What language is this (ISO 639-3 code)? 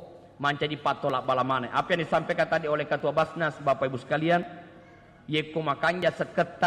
bug